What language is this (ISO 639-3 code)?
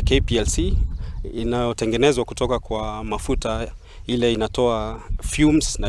guz